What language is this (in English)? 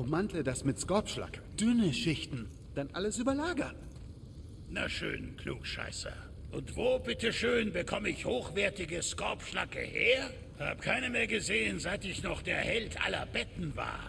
Bavarian